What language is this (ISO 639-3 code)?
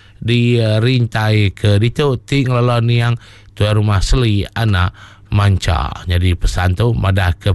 iba